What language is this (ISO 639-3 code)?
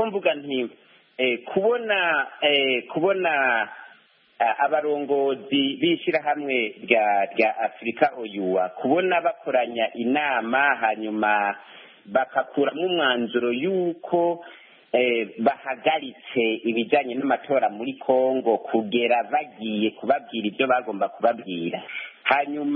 kin